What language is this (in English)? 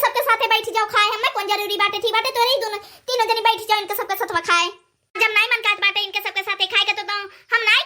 Awadhi